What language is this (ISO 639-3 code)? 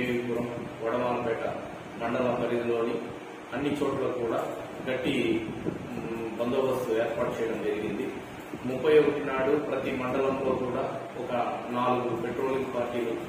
tel